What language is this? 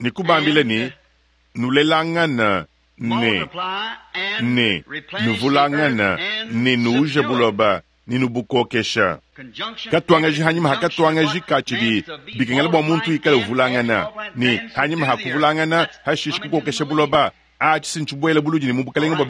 Luba-Lulua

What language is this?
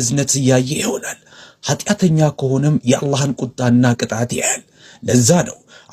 Amharic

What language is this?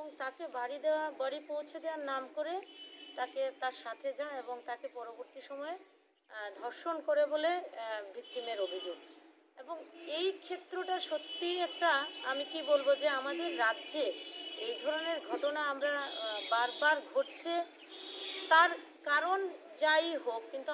Bangla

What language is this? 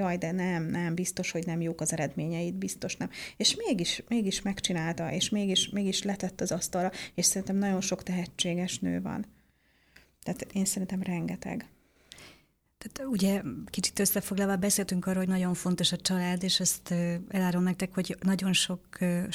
Hungarian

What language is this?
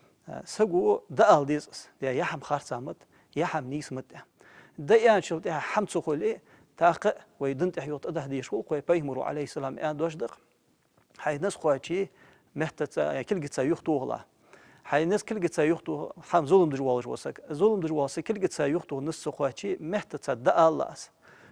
Ingush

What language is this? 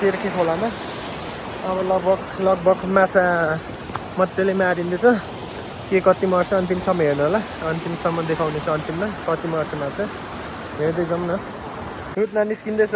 Nepali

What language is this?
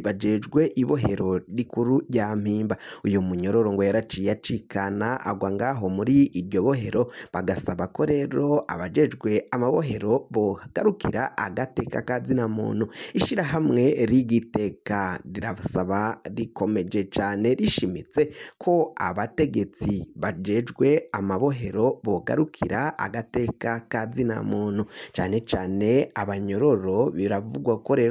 Rundi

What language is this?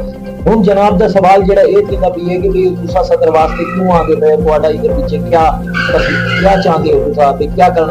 Saraiki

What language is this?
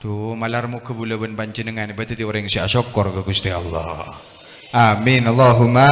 Madurese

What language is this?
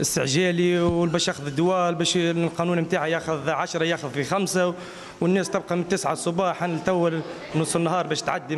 Tunisian Arabic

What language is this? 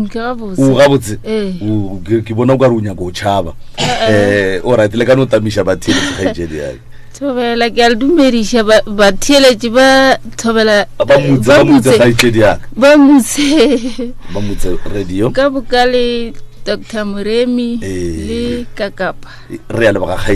Northern Sotho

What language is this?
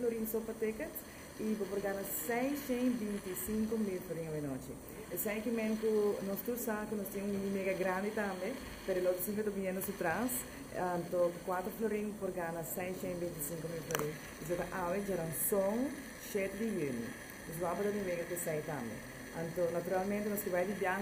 Papiamento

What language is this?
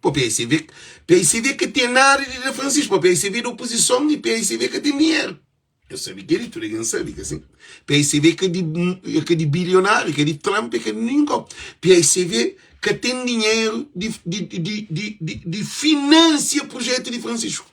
Kabuverdianu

